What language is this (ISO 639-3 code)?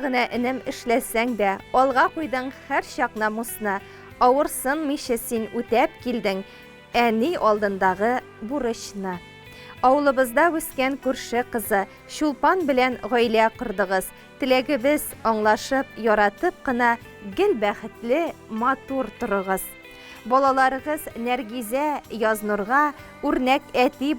tat